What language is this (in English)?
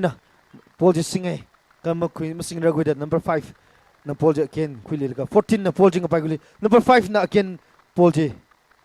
Tangkhul Naga (India)